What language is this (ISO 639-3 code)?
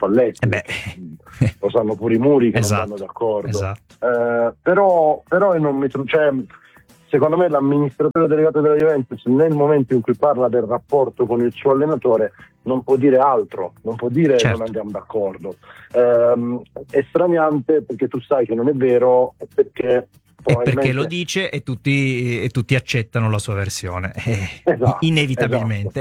ita